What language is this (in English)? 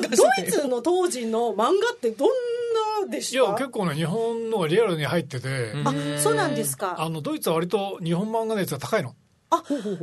Japanese